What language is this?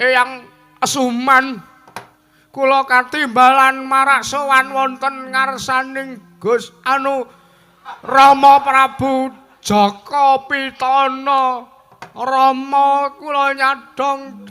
Javanese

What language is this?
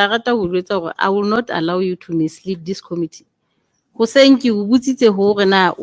Southern Sotho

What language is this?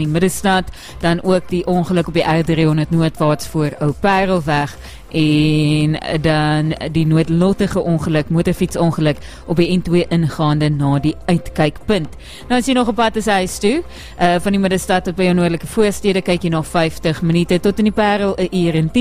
Afrikaans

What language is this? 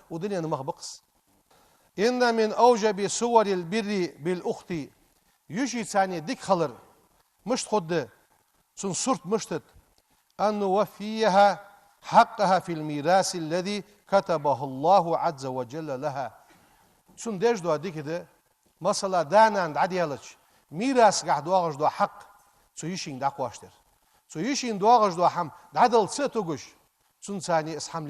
Ingush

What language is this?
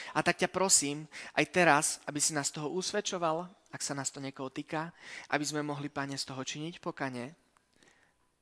Slovak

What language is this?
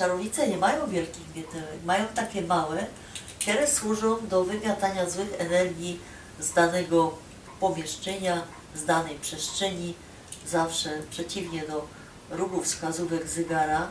Silesian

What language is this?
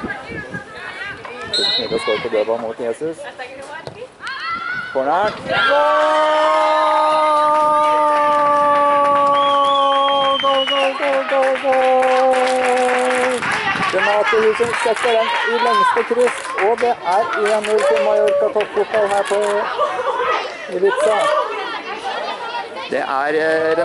Norwegian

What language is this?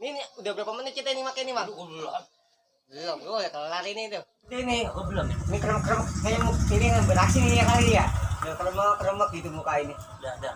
Betawi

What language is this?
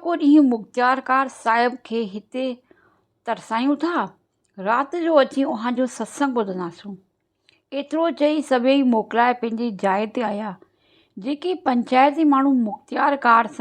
Sindhi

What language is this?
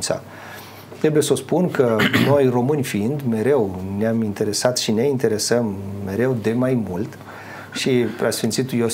Romanian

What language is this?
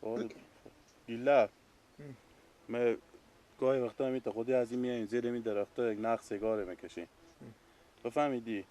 Persian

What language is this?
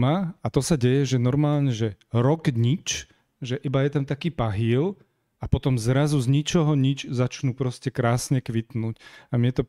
Slovak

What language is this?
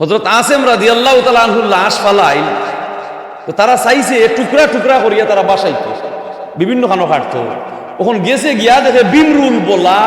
Sylheti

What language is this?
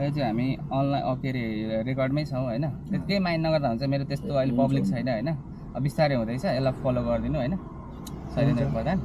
Nepali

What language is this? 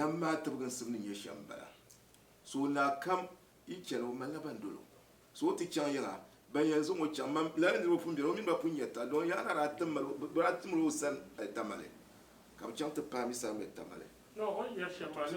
Dagbani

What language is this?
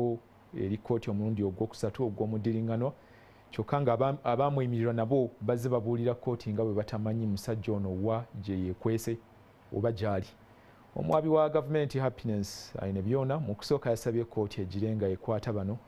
Ganda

